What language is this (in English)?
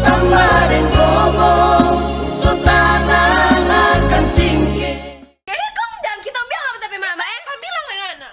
Manado Malay